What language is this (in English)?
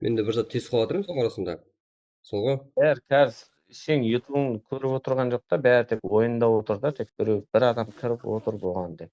Kara-Kalpak